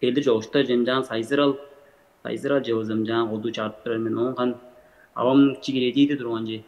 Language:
Tuvinian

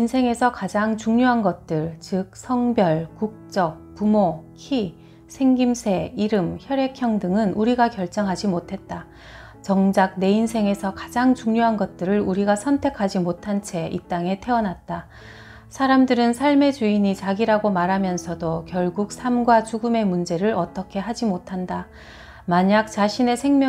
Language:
Korean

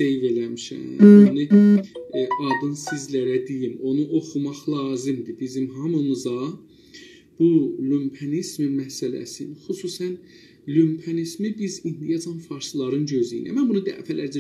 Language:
South Azerbaijani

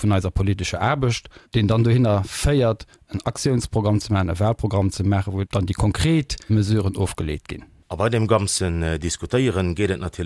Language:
Luxembourgish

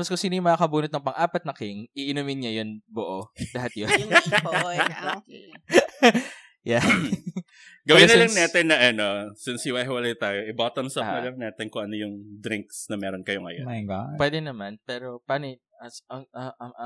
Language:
Filipino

